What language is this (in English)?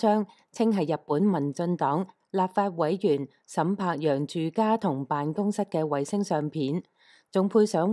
Cantonese